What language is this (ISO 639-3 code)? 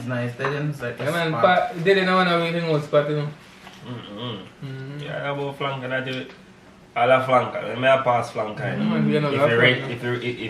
jam